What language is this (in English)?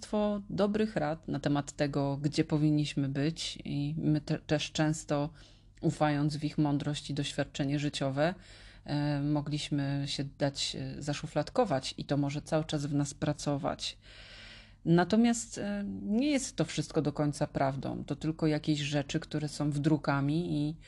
Polish